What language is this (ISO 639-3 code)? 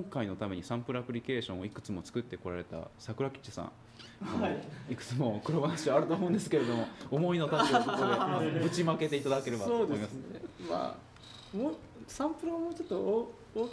jpn